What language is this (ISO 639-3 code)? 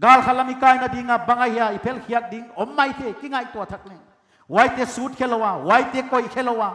pck